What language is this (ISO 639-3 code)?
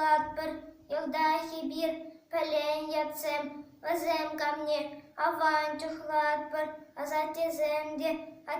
chv